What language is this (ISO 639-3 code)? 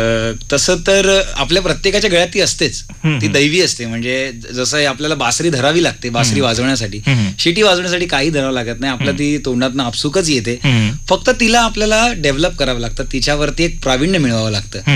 mar